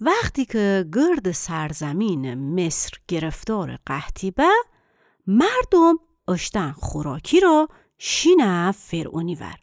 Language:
Gilaki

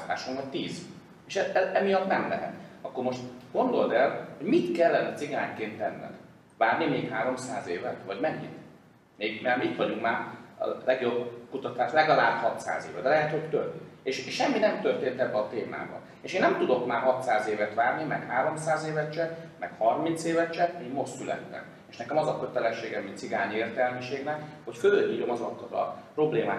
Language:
Hungarian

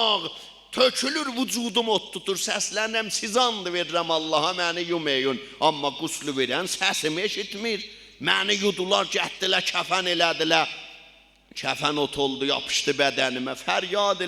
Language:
South Azerbaijani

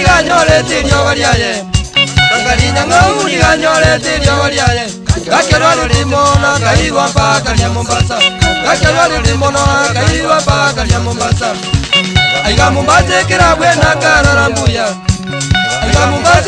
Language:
Gusii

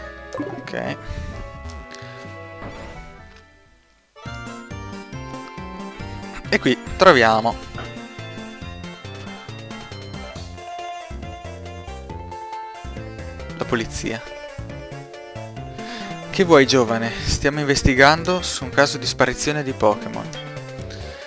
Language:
Italian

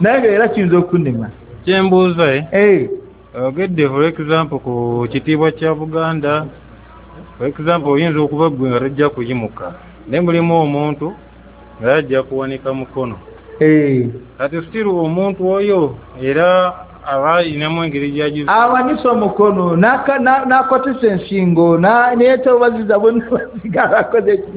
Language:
Ganda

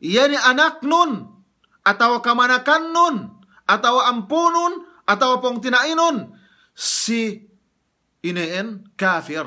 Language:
Yakan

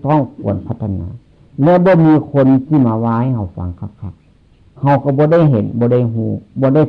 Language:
Northeastern Thai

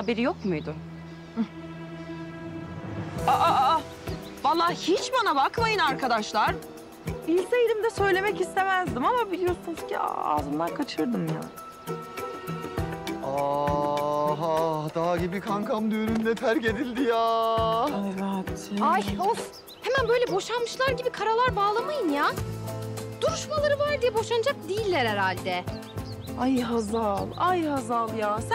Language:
Turkish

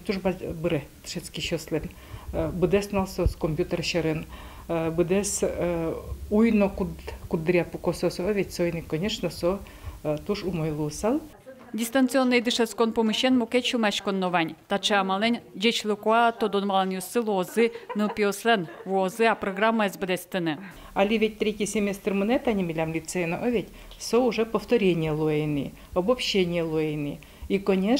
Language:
Udmurt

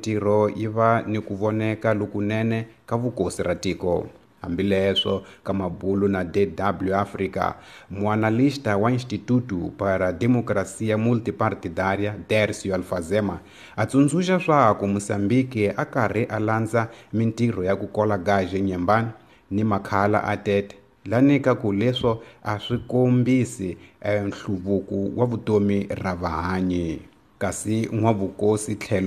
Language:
Tsonga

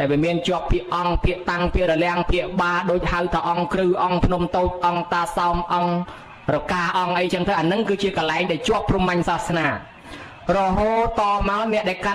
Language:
Khmer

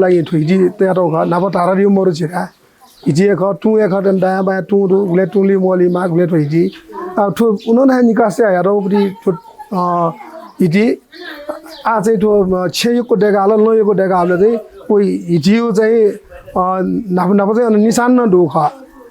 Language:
Newari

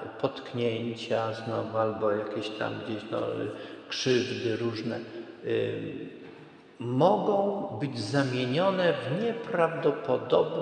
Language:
Polish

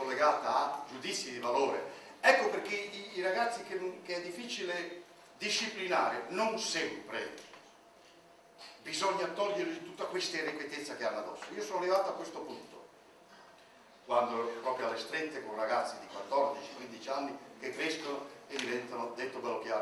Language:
Italian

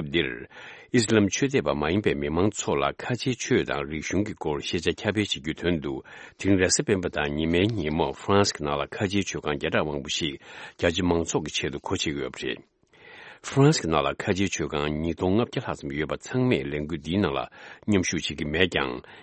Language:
Tibetan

